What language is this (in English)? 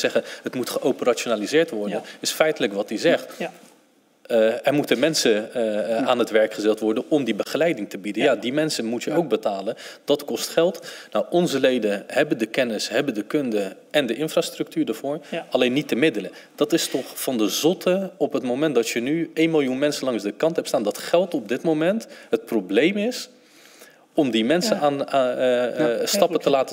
Dutch